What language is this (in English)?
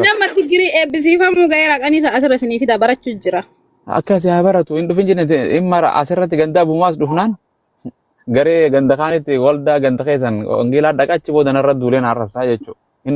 Oromo